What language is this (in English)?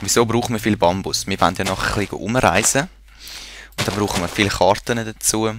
Swiss German